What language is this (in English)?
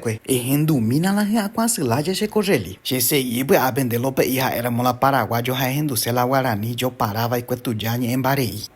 Guarani